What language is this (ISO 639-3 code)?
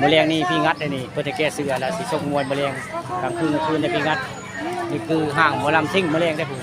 tts